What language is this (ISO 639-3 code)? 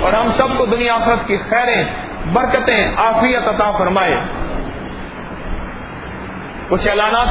urd